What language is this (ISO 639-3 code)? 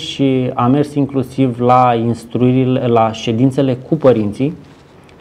ron